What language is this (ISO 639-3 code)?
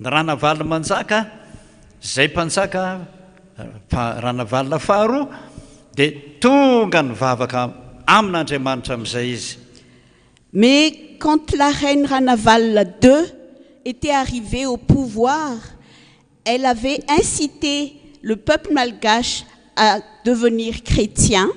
mlg